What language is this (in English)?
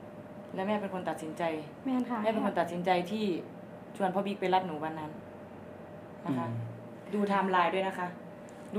Thai